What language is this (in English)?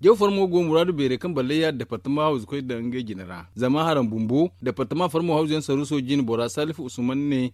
Zarma